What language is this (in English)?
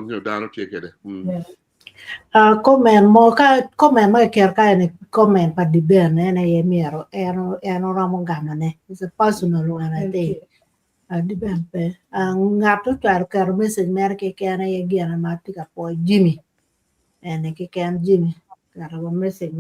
Acoli